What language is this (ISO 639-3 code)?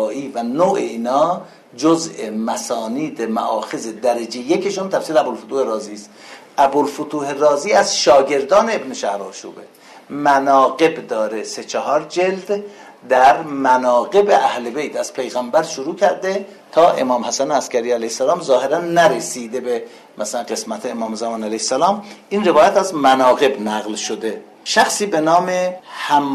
fas